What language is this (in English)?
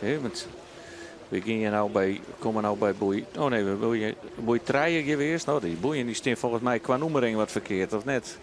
Western Frisian